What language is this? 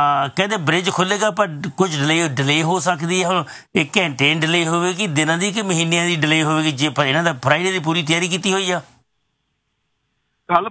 Punjabi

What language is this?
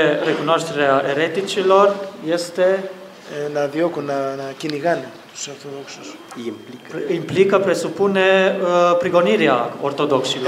Greek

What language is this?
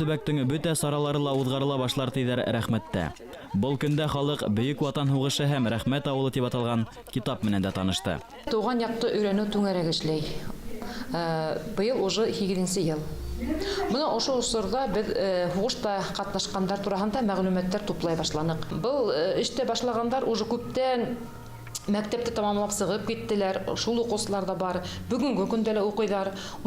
Bashkir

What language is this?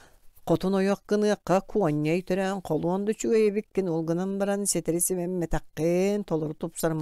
Yakut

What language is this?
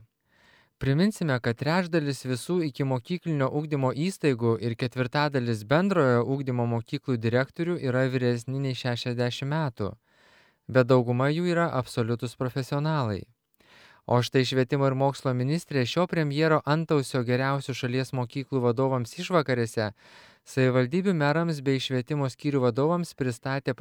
Lithuanian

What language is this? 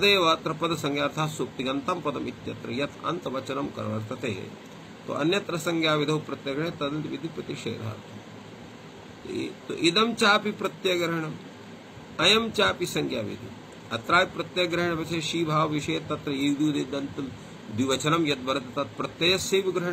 Sanskrit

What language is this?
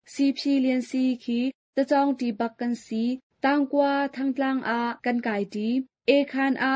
Hakha Chin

